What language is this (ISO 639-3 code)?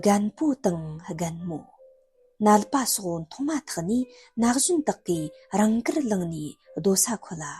bod